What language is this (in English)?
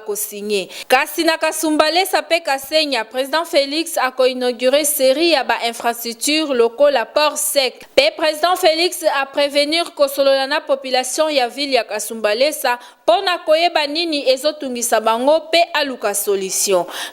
Lingala